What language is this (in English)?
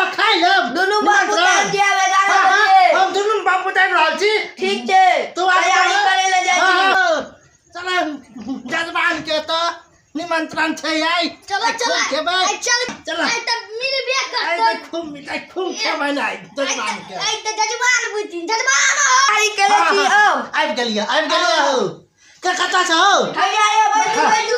Maithili